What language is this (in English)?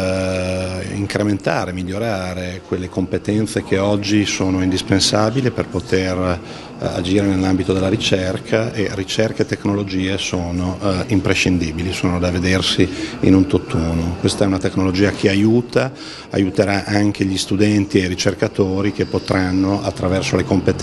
Italian